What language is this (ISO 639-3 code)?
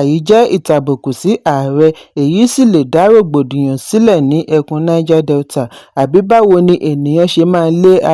yor